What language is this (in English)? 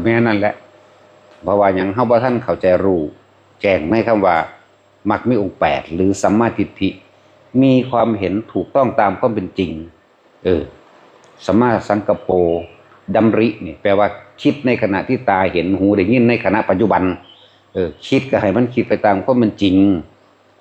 Northeastern Thai